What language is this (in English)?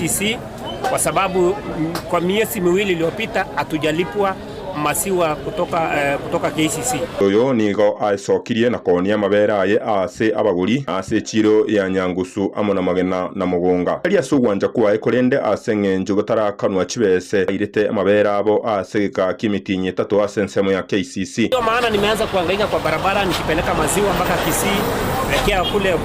Gusii